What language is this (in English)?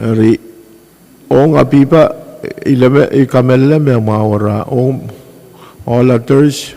Pohnpeian